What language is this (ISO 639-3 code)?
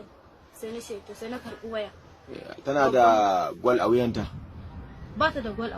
hau